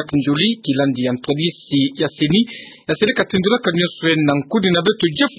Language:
Kituba (Democratic Republic of Congo)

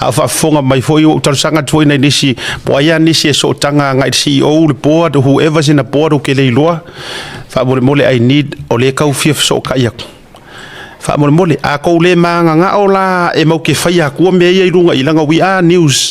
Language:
Samoan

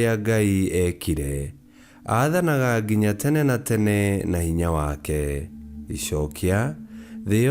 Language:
Kikuyu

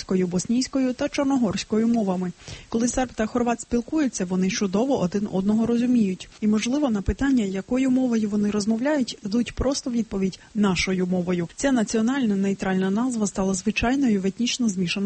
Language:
Ukrainian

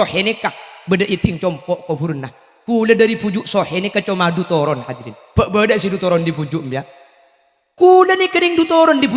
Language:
Madurese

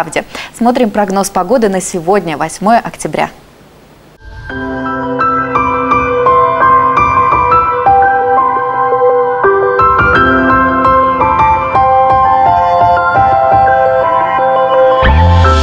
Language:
Russian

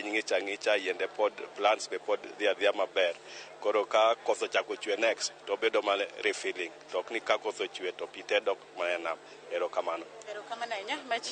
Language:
Luo (Kenya and Tanzania)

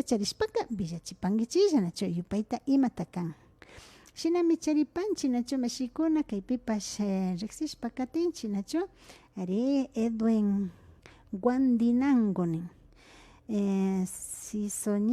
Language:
Imbabura Highland Quichua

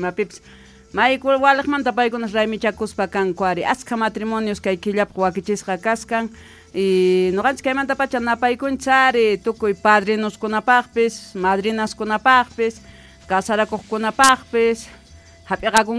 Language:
South Bolivian Quechua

